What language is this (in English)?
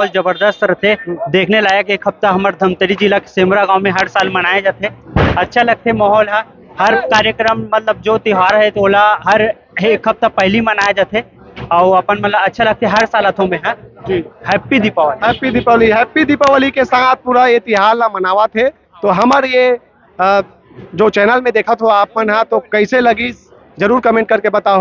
Chhattisgarhi